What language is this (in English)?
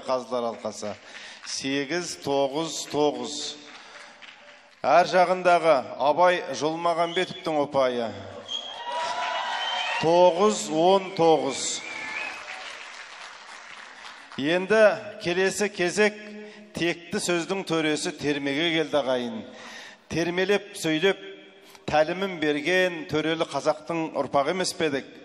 Kazakh